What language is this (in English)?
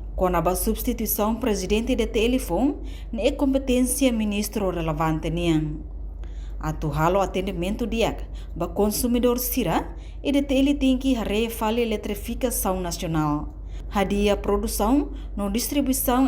Tetum